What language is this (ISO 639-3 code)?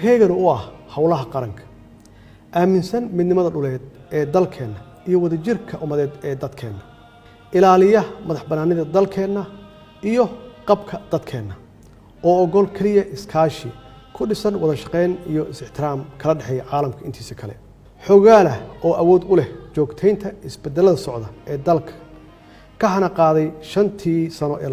som